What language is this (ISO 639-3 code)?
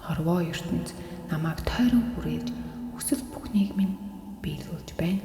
mon